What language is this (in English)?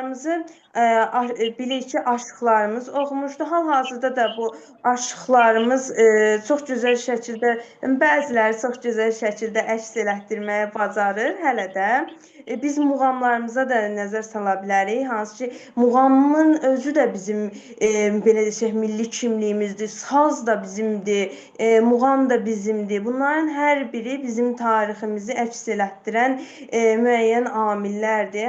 Azerbaijani